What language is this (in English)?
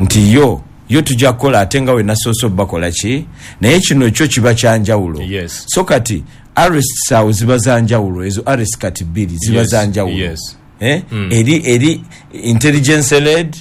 Ganda